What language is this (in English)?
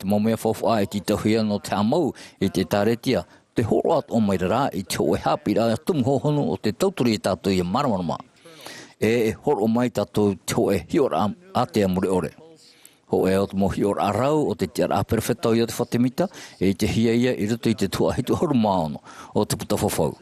Tahitian